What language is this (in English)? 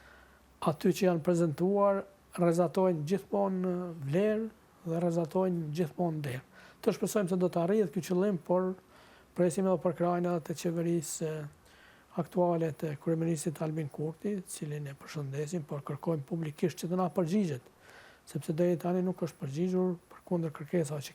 Albanian